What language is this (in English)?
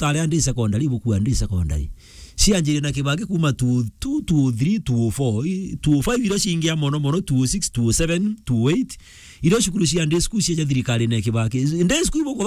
Meru